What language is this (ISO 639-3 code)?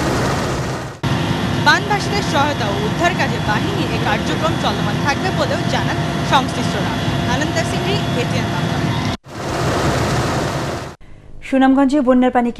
ben